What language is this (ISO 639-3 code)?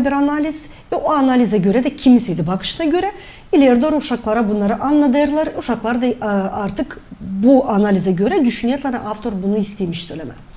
gag